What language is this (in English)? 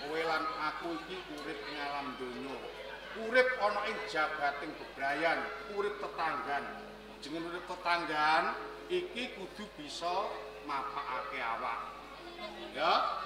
Javanese